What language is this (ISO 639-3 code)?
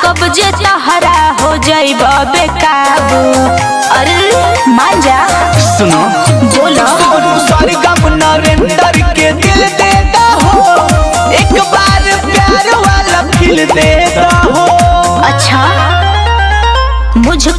bho